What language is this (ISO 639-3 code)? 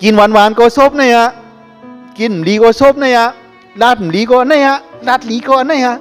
shn